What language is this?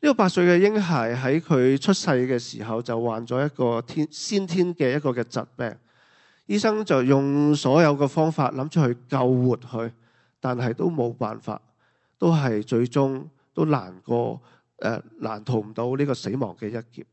Cantonese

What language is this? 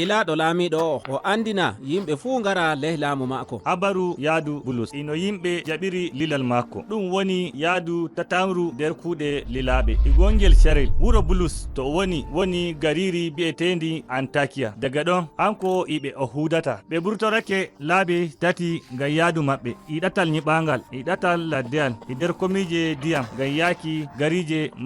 Nigerian Fulfulde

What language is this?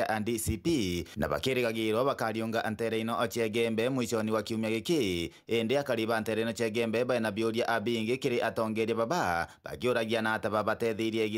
Meru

